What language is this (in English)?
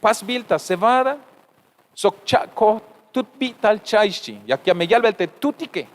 Tzeltal